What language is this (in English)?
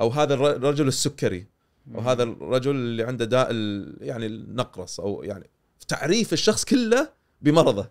Gulf Arabic